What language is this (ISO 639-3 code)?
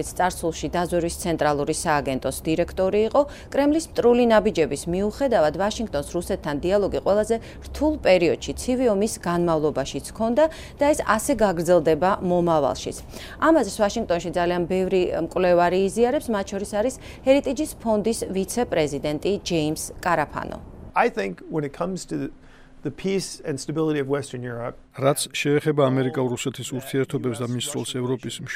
kat